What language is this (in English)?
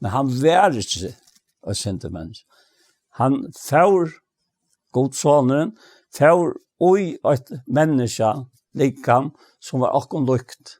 Faroese